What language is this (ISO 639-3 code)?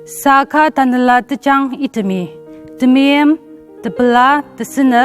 njo